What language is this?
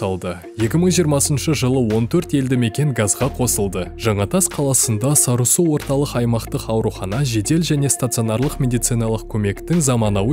Kazakh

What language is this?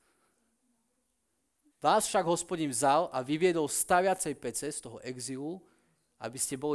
Slovak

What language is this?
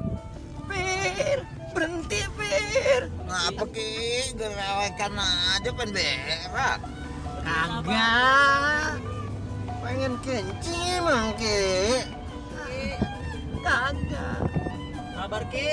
Betawi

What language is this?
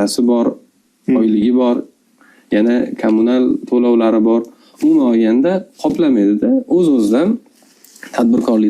Uzbek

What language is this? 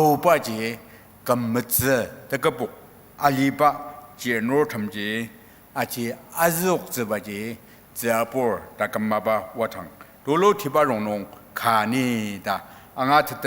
Ao Naga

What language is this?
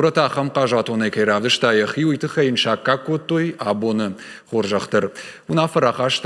Ossetic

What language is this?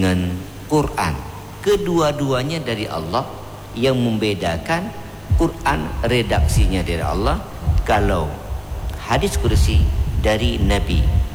Indonesian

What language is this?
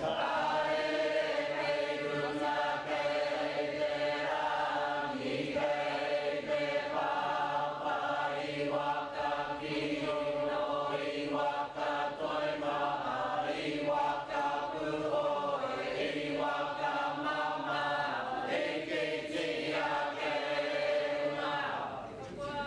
Māori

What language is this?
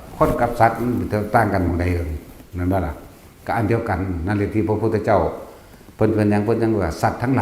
Northeastern Thai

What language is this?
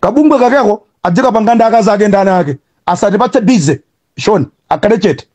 Nyanja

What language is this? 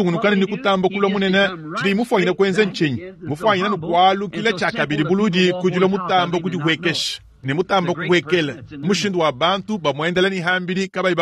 Luba-Lulua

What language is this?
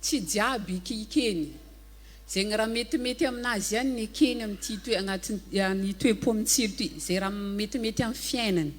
Malagasy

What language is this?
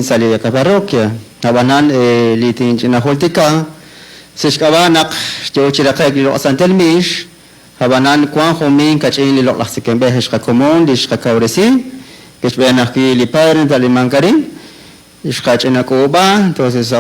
Kekchí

